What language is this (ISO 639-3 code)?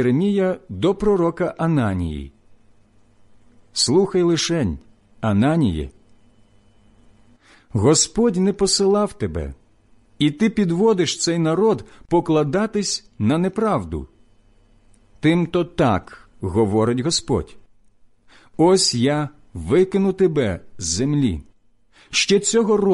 ukr